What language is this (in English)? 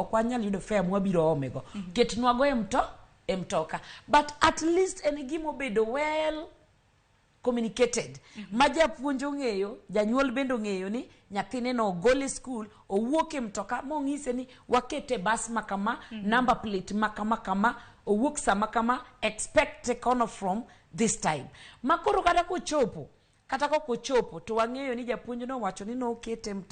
Luo (Kenya and Tanzania)